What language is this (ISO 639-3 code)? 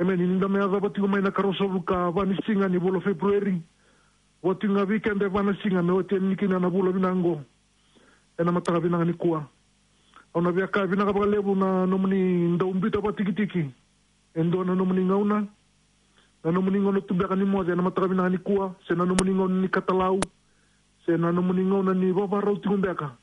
fij